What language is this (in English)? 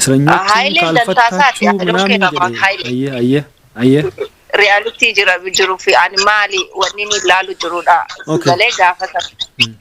Oromo